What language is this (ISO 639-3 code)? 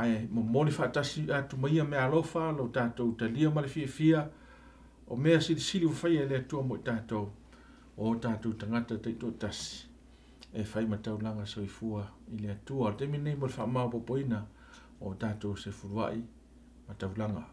smo